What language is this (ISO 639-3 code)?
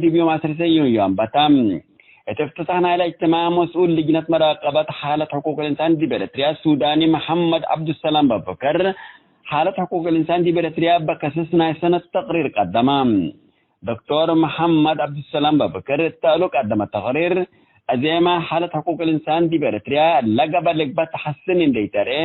tig